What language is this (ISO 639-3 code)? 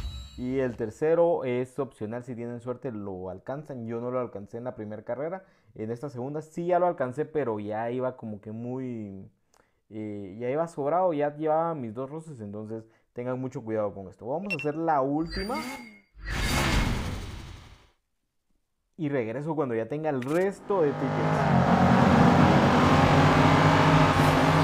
spa